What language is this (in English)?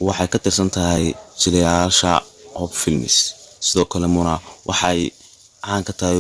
Somali